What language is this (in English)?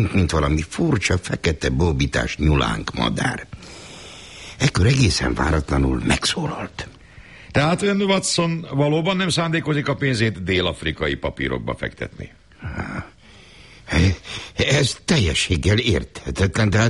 Hungarian